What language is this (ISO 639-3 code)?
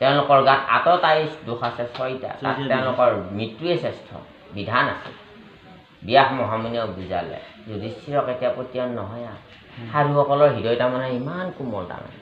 asm